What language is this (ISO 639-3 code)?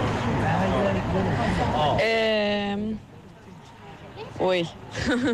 eus